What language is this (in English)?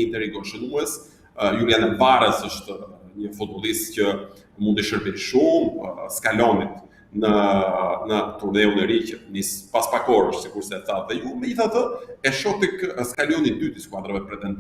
Albanian